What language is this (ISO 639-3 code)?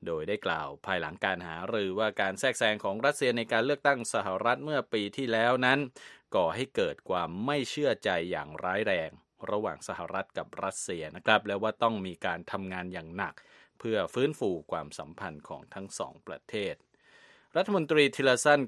tha